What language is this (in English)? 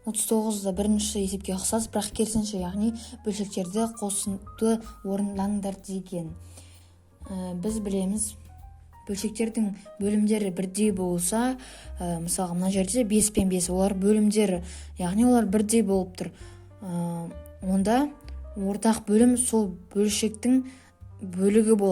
Kazakh